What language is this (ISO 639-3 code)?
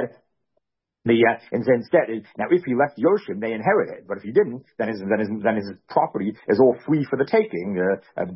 eng